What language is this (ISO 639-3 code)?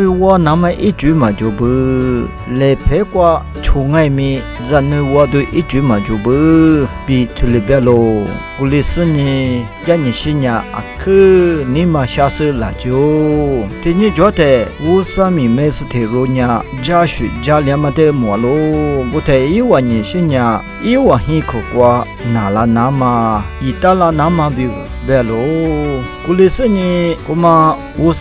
lis